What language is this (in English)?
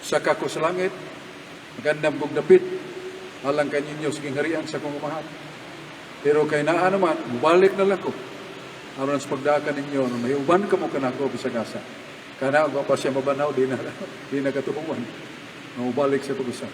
Cebuano